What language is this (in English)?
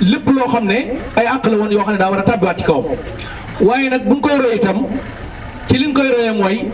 Wolof